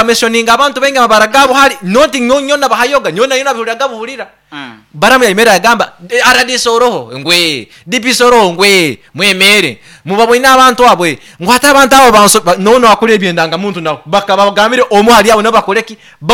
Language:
Nyankole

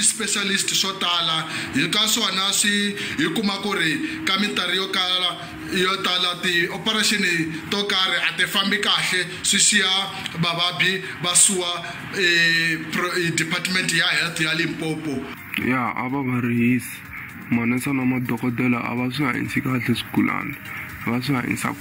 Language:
Tsonga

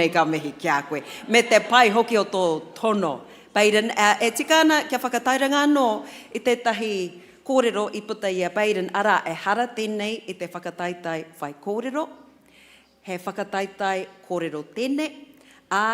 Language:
Māori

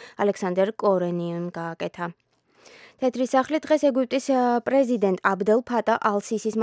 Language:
Georgian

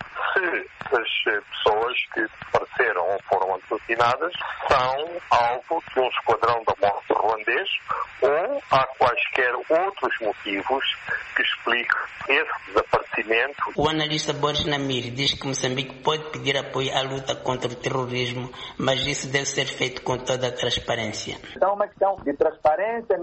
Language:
Portuguese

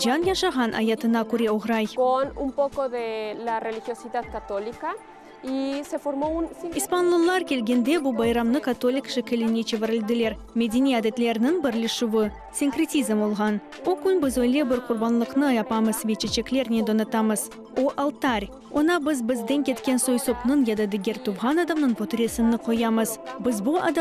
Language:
Crimean Tatar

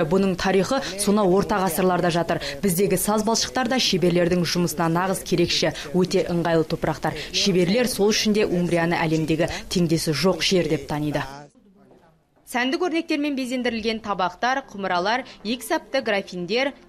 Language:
Kazakh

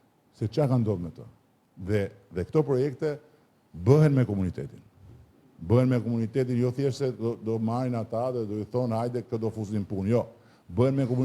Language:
Albanian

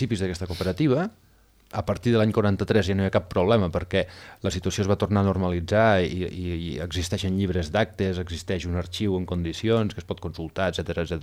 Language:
Catalan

